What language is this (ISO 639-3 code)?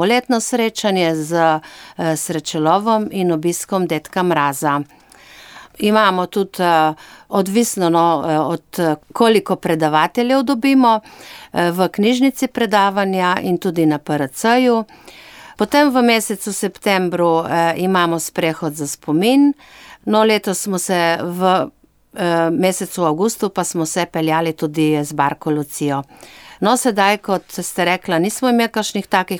slv